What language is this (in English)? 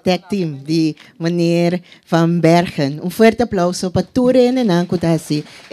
Papiamento